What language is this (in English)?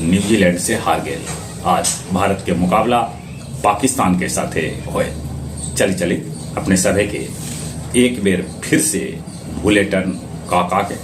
Magahi